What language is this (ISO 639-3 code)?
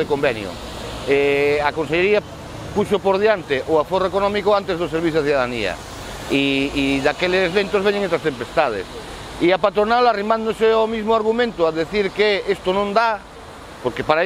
glg